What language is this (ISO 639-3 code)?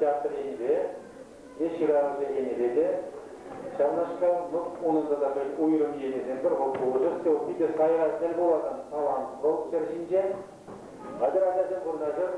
chv